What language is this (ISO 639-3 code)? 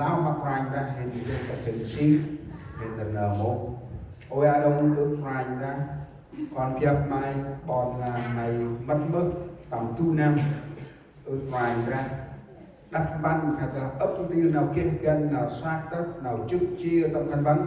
cmo